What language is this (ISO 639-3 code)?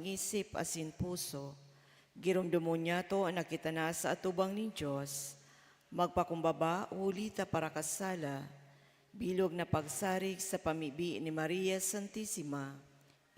bik